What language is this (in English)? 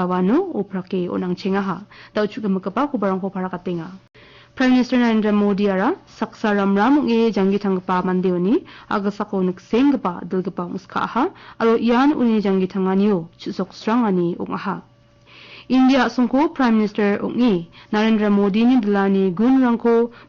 Garo